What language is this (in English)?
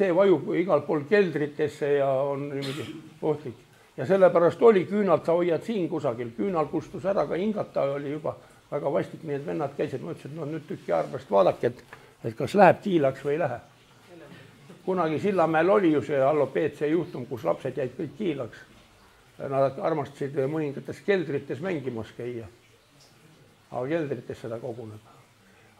Estonian